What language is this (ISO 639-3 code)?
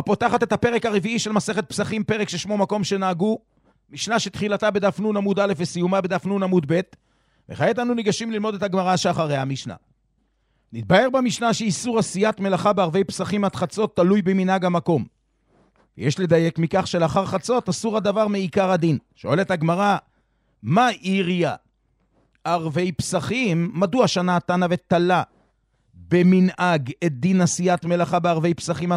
heb